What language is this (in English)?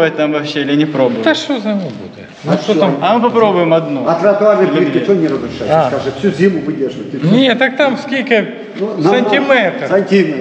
Ukrainian